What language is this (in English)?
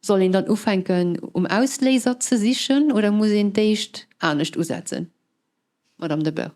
Luxembourgish